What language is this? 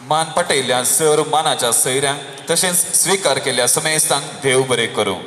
Konkani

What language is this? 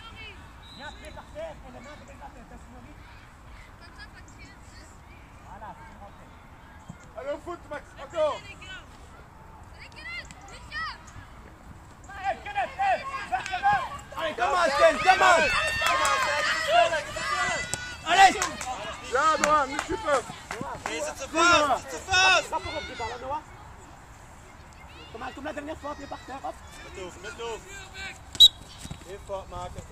Dutch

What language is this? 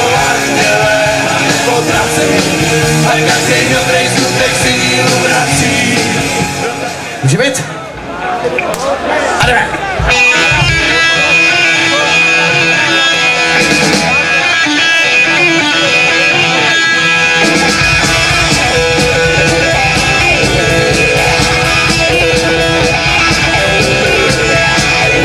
Czech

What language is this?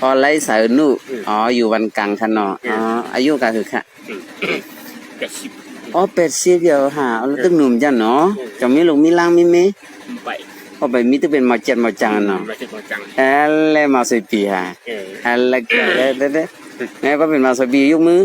Shan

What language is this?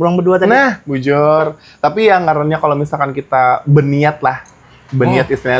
Banjar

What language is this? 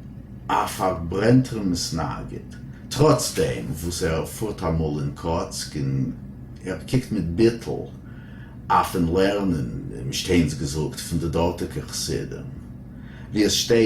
Yiddish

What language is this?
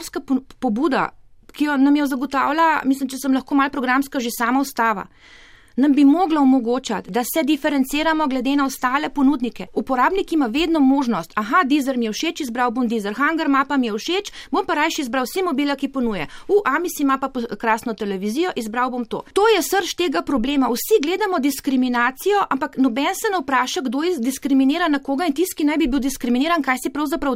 Slovenian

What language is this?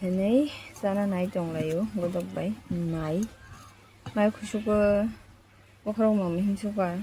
Kok Borok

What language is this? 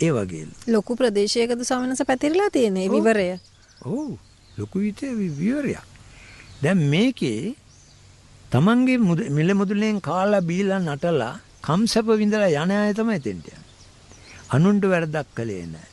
Sinhala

